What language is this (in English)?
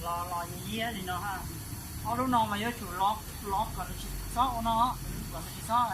Hmong